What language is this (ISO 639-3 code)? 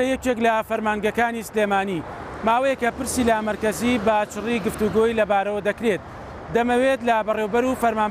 ckb